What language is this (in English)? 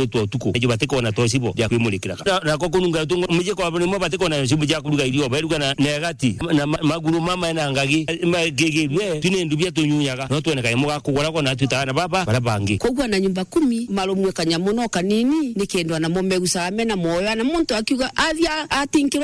Meru